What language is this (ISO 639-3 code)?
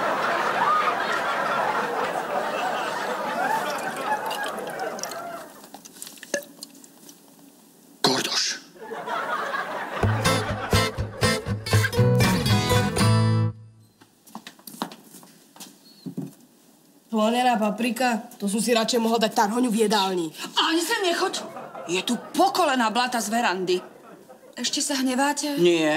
slk